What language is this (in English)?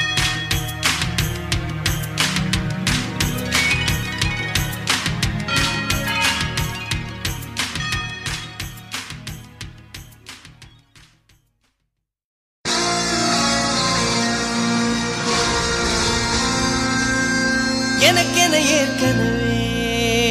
Tamil